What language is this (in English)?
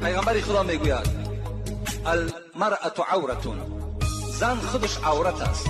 Tajik